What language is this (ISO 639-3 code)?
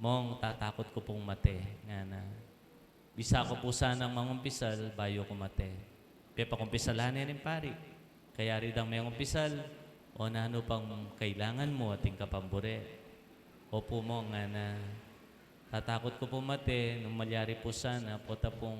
pam